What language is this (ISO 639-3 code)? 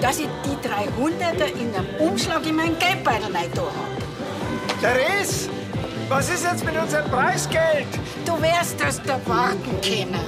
bar